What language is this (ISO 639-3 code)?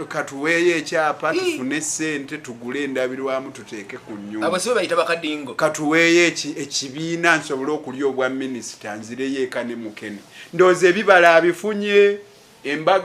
lug